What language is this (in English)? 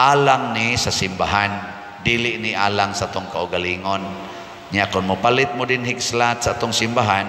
Cebuano